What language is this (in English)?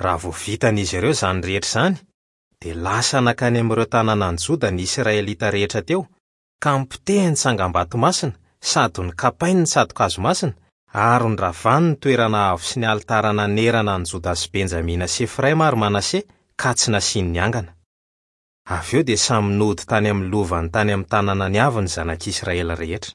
Malagasy